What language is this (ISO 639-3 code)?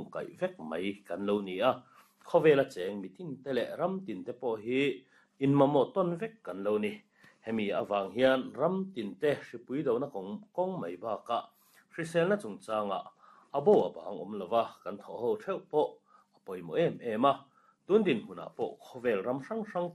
lus